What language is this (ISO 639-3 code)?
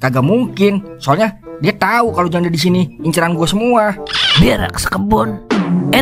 bew